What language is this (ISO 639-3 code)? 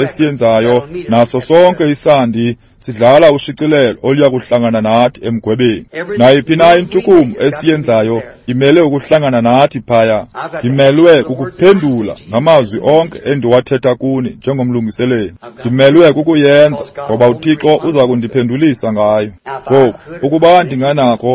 xho